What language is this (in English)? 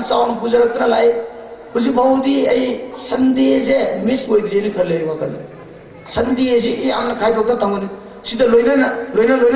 Manipuri